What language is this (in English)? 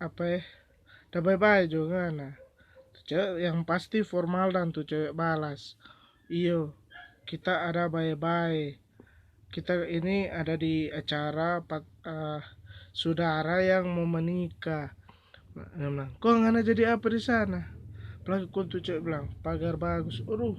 Manado Malay